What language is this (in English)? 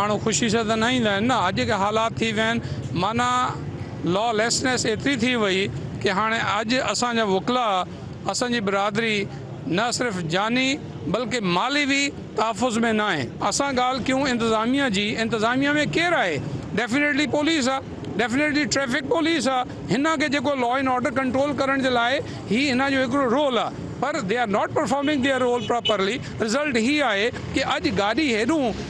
Sindhi